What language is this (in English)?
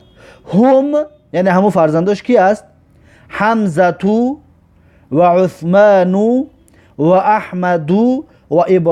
Tajik